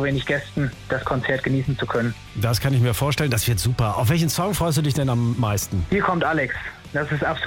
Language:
German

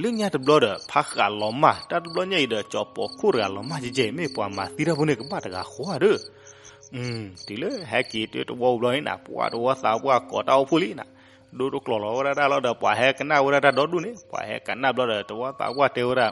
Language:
S'gaw Karen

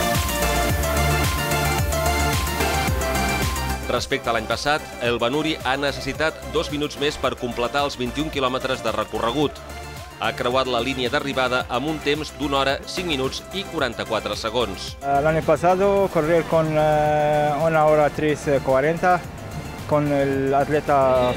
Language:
Catalan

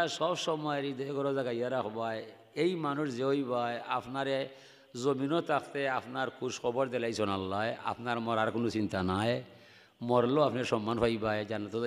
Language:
Sylheti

